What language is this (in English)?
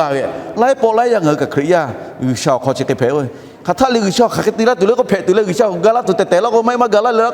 Lahu